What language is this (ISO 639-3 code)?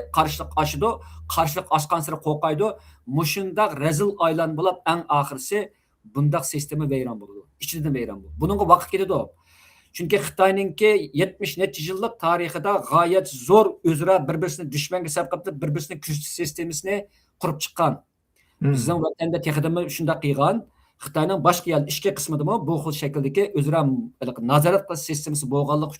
uig